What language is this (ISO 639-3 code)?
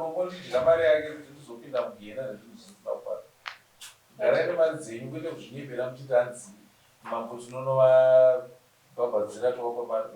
sna